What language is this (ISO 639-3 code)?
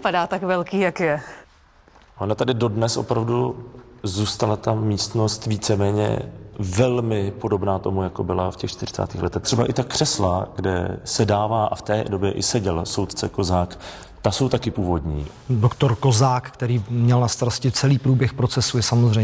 ces